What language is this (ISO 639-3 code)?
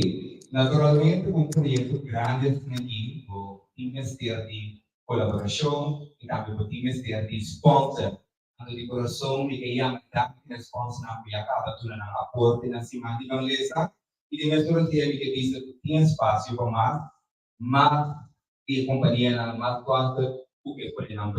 pap